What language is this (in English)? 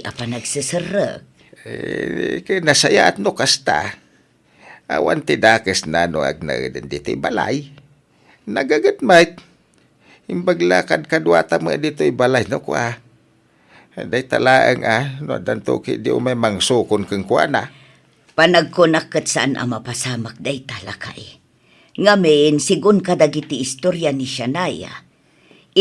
Iloko